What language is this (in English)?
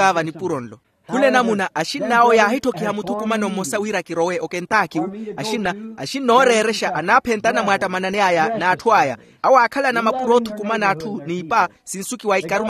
Makhuwa